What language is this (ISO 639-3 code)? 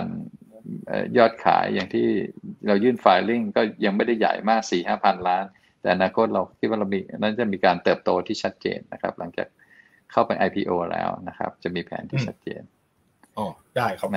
tha